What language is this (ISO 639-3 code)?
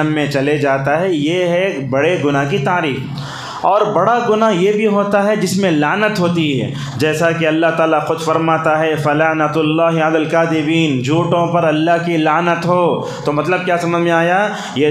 urd